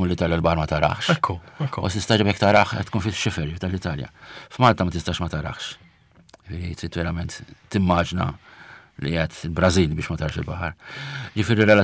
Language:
Maltese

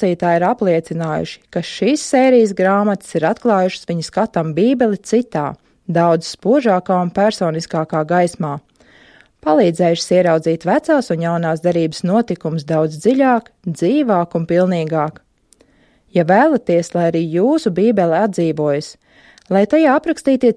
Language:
Latvian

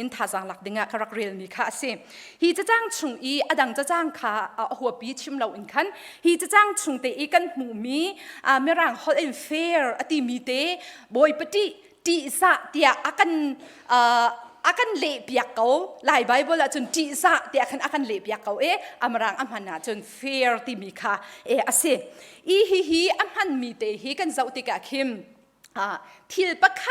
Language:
Hakha Chin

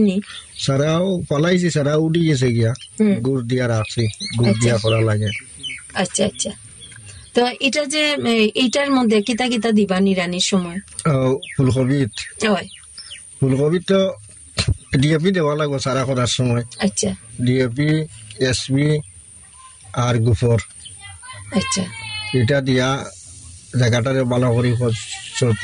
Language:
Bangla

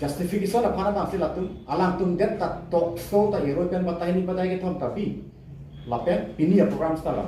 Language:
Karbi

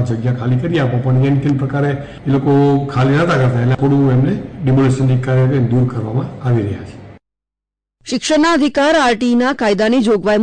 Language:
Gujarati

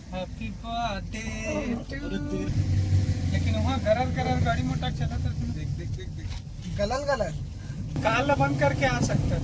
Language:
Chhattisgarhi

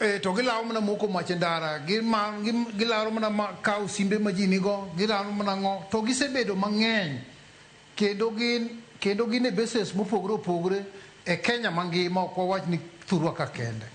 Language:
Luo (Kenya and Tanzania)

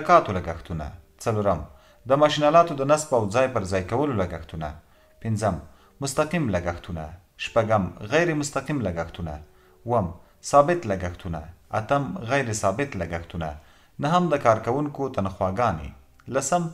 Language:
Pashto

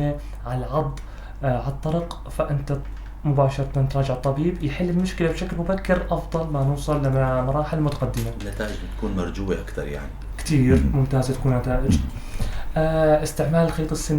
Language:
North Levantine Arabic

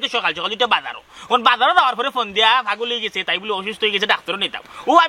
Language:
Sylheti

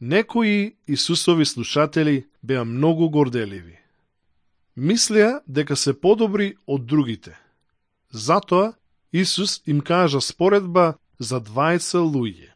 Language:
Macedonian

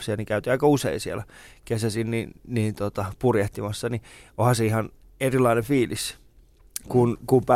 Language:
Finnish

